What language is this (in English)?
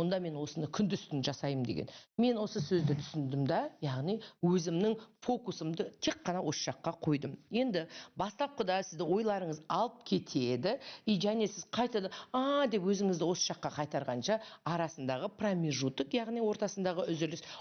Kazakh